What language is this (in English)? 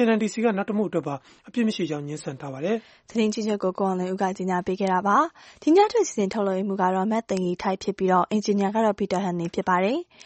Burmese